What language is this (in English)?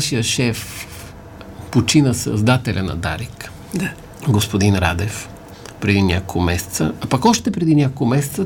Bulgarian